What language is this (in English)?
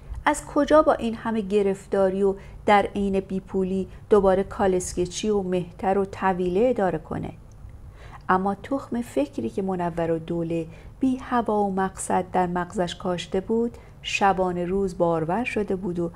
Persian